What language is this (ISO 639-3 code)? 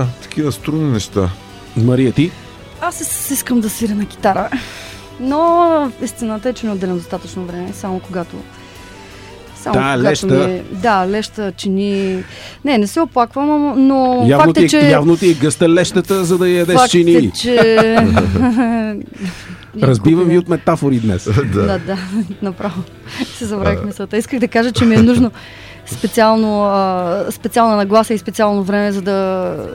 bul